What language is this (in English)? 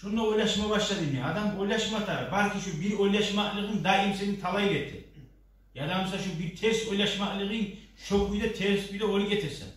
Kumyk